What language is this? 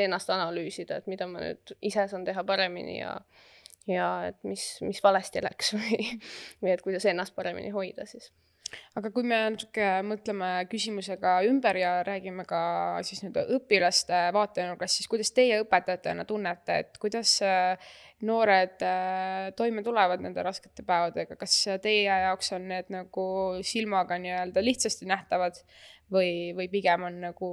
Estonian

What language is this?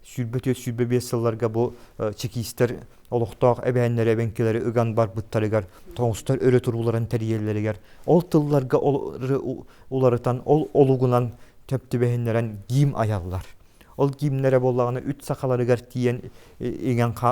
Yakut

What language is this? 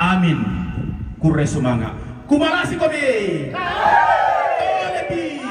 Toraja-Sa'dan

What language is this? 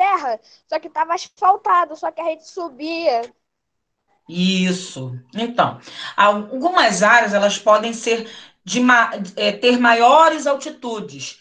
Portuguese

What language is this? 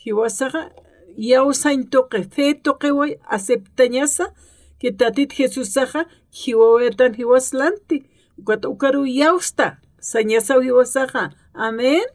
Aymara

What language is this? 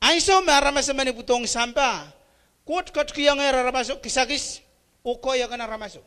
Pohnpeian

